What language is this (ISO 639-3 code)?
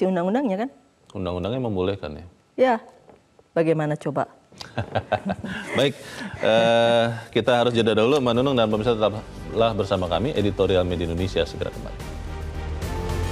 ind